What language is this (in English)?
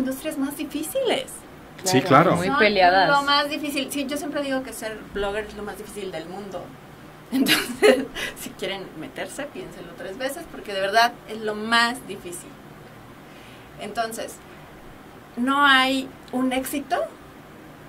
Spanish